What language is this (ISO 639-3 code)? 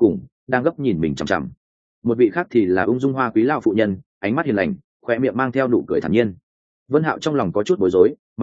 vie